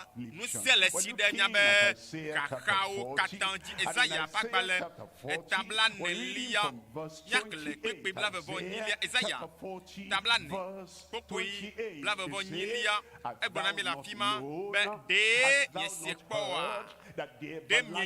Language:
Ewe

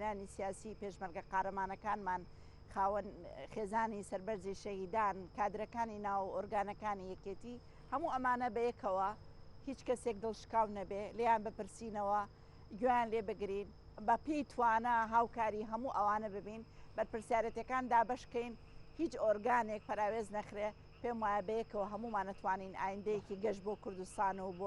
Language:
Central Kurdish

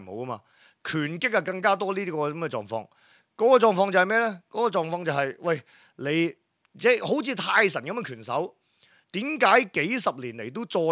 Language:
Cantonese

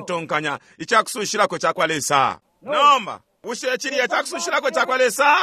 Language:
Bemba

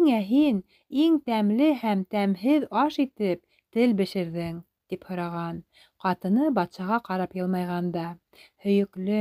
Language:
Bashkir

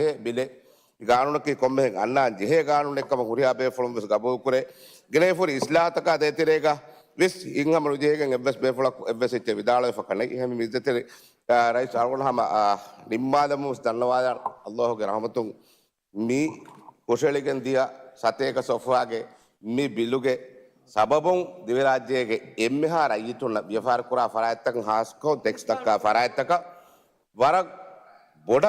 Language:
Divehi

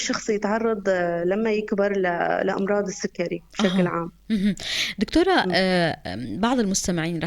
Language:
North Levantine Arabic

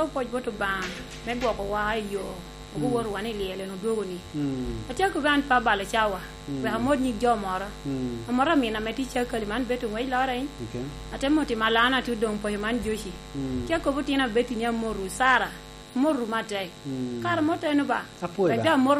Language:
Lango (Uganda)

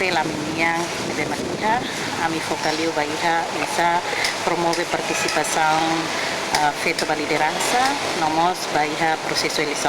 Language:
Tetum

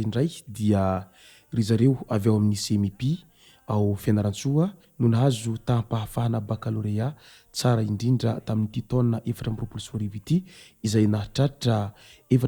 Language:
Malagasy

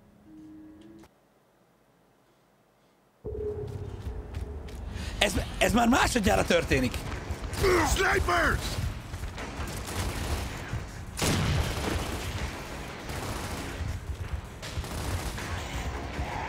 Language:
Hungarian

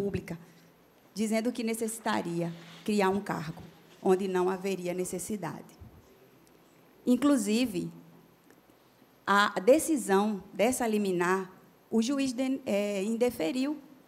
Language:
Portuguese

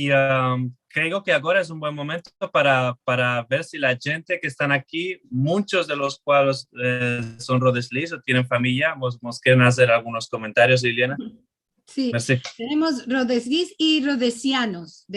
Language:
Ladino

